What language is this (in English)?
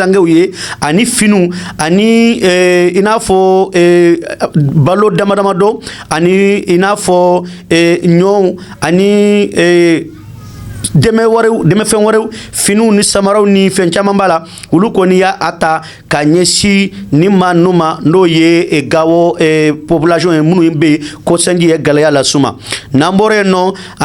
Bambara